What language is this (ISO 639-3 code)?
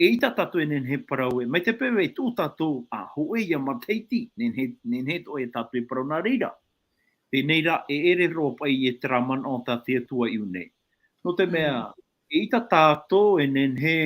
tah